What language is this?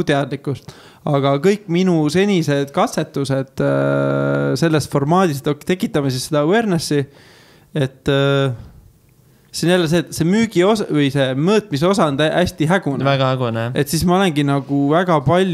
Estonian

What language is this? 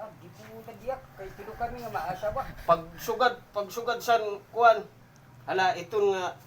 Waray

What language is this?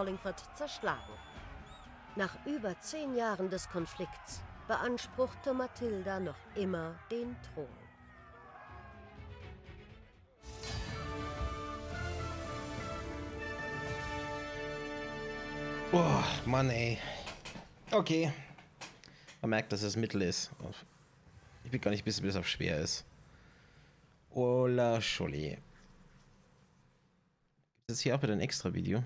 German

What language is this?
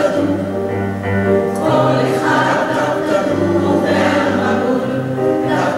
Hebrew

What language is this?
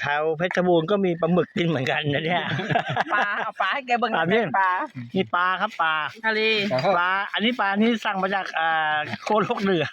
Lao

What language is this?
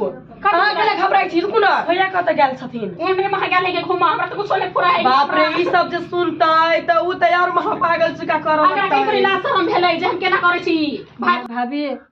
Maithili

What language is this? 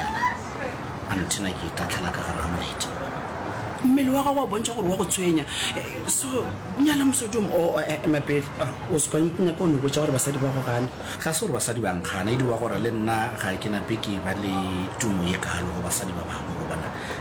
Northern Sotho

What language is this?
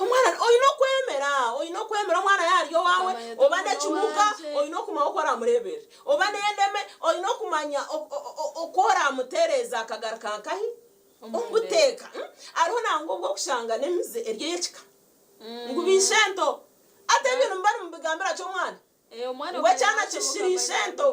Nyankole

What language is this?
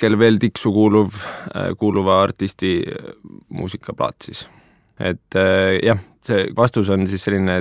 Estonian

